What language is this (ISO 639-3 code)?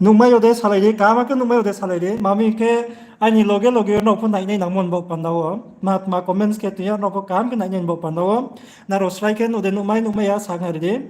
ria